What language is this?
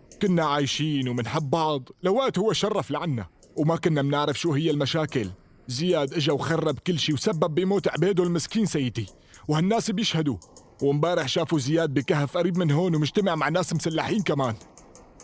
North Levantine Arabic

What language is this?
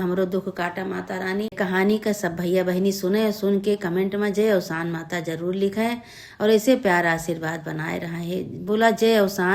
Awadhi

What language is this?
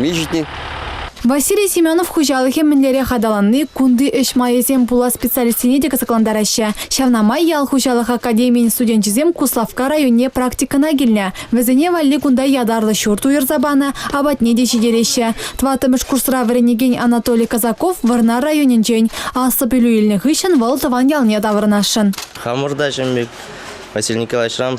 Chuvash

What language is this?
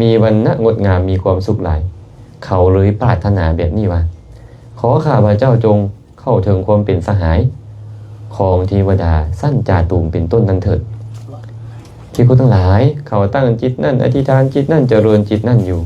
Lao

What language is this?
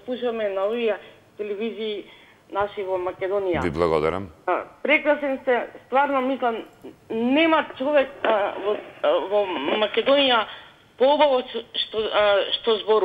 Macedonian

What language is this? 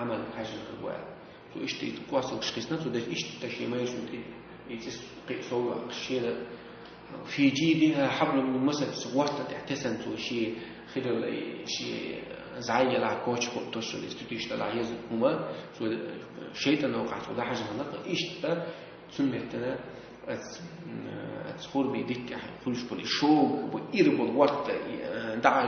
Chechen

